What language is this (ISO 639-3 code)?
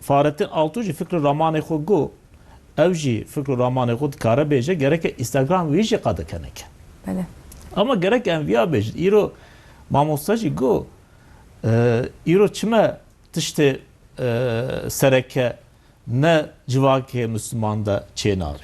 kur